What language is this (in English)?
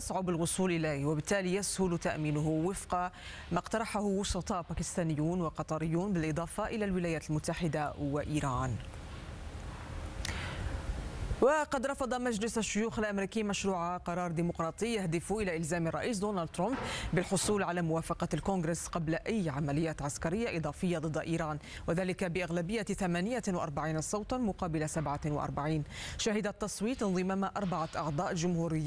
Arabic